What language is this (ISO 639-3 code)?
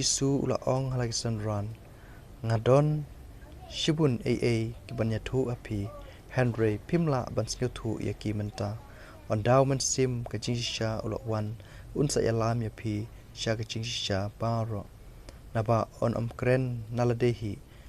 kha